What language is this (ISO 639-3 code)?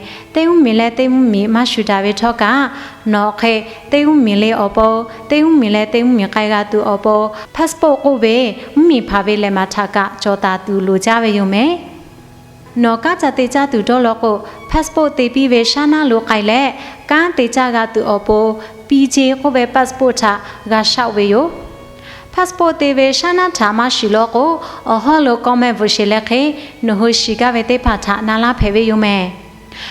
lhu